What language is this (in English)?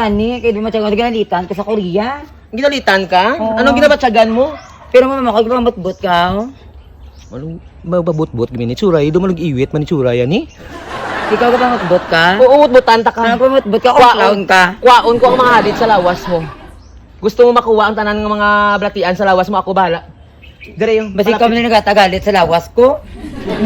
Hiligaynon